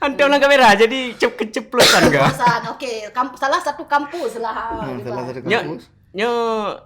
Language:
Achinese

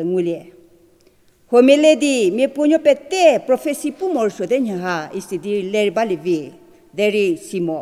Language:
Angami Naga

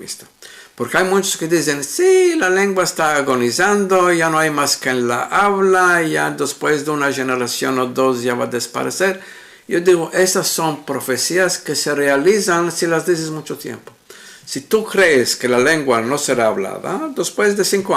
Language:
Ladino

